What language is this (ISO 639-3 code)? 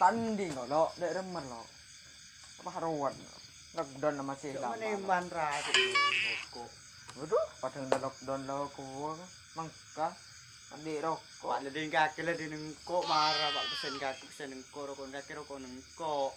mad